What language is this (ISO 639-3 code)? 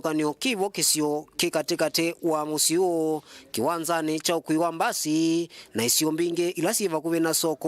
kam